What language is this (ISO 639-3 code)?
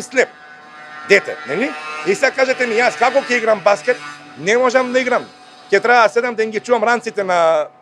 mkd